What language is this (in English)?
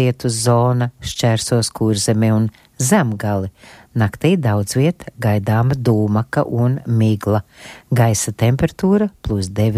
Latvian